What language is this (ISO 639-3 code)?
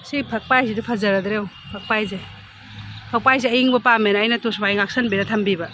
mni